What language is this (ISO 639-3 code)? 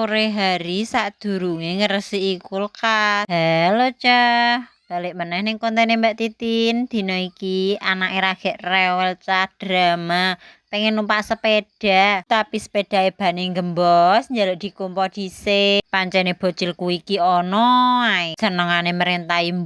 jav